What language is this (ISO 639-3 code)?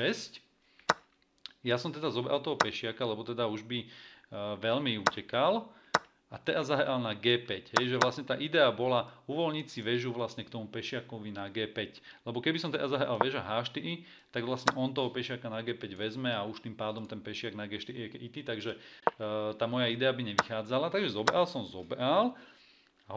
slk